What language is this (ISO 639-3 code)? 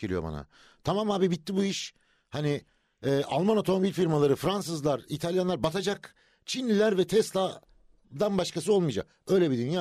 tur